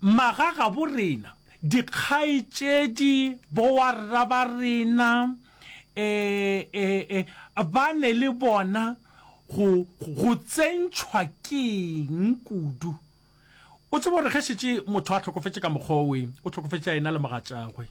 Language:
Northern Sotho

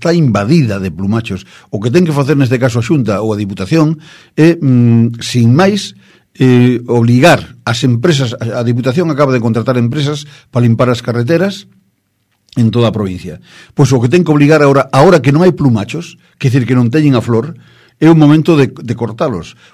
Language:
Galician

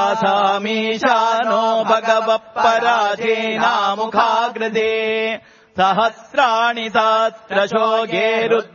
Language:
Sanskrit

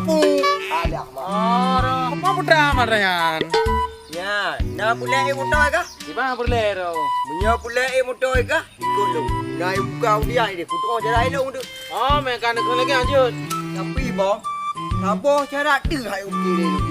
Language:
Achinese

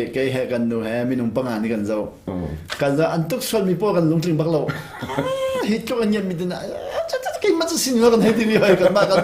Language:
Hakha Chin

